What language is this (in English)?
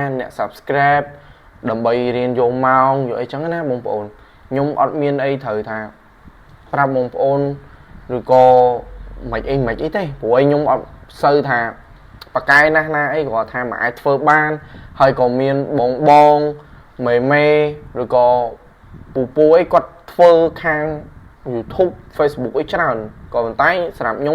Khmer